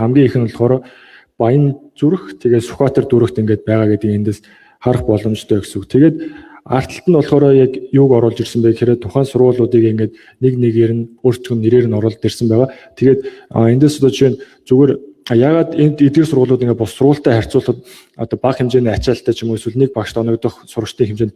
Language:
Mongolian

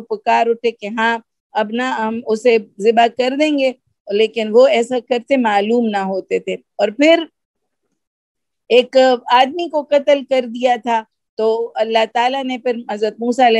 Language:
Urdu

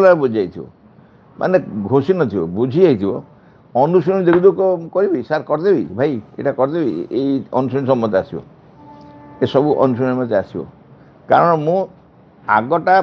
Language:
Odia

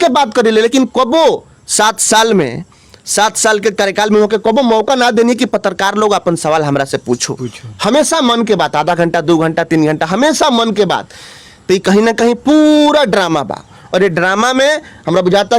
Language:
Bhojpuri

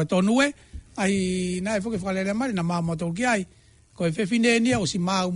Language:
Tongan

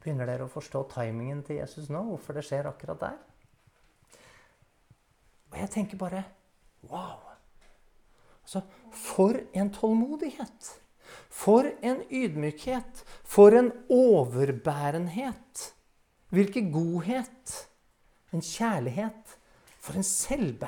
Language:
Norwegian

